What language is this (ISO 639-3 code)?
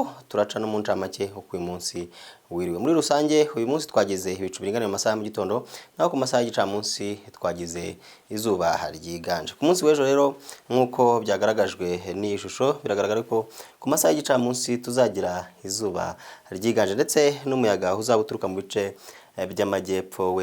kin